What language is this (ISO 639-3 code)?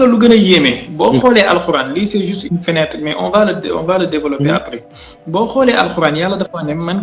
wol